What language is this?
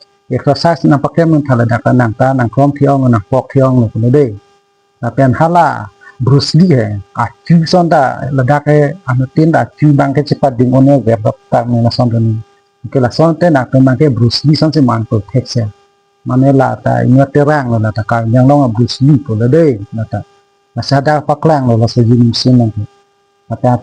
Karbi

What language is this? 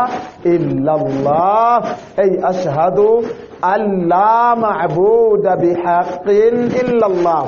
Swahili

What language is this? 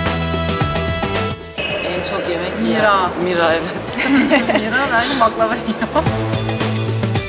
Turkish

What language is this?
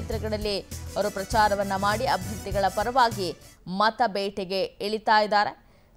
Kannada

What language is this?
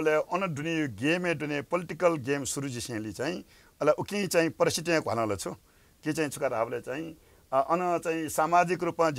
Newari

